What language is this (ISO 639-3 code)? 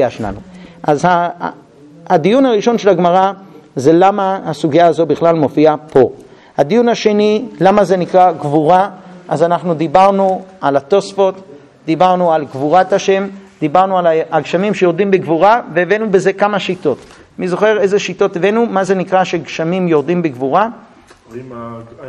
heb